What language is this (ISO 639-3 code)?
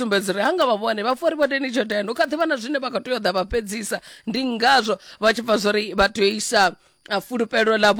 ven